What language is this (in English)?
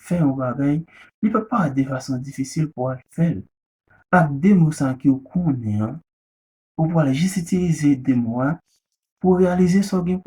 Haitian Creole